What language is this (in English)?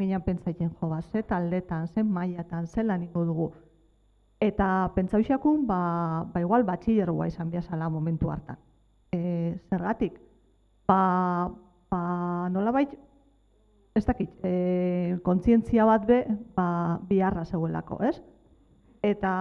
Basque